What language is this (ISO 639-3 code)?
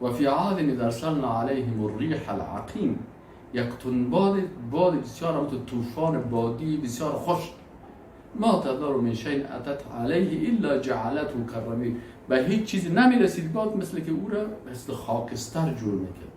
fas